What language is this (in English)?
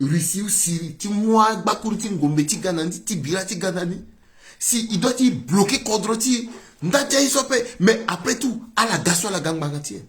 Sango